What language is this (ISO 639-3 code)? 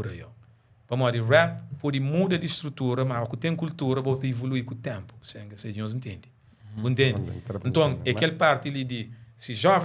kea